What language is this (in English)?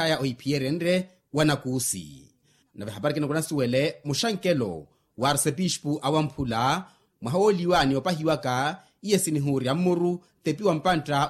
Makhuwa